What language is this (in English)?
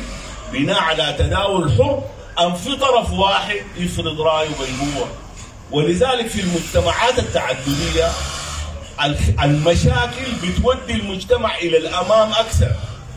Sudanese Arabic